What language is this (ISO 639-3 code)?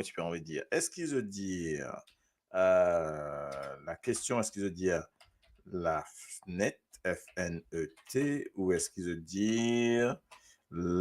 mfe